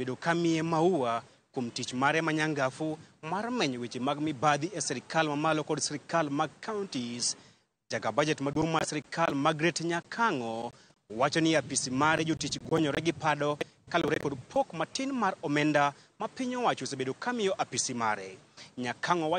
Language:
Luo (Kenya and Tanzania)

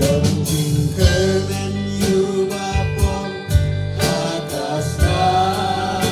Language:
Khasi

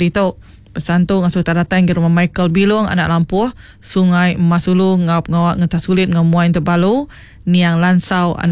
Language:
Iban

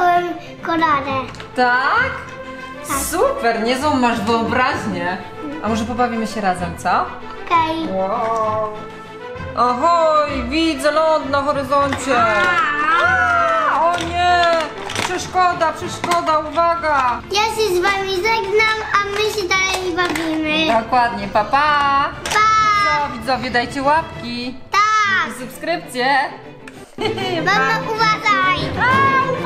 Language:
Polish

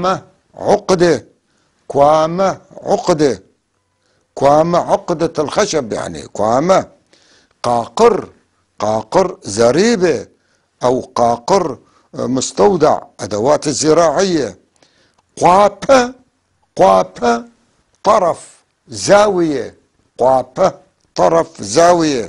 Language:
North Levantine Arabic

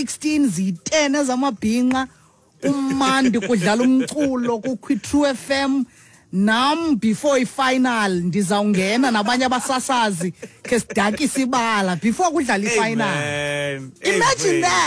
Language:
Xhosa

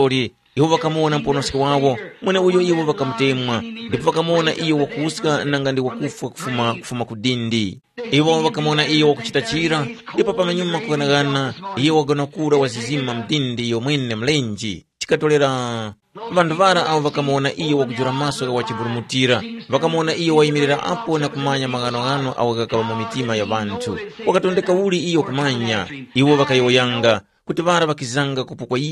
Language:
Tumbuka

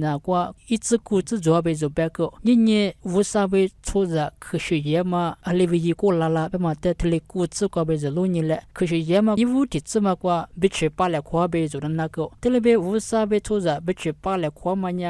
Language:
Lisu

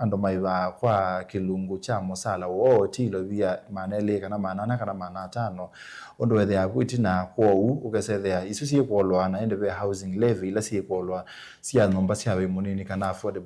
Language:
Kamba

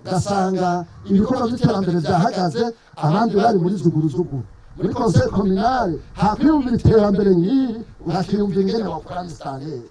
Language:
Rundi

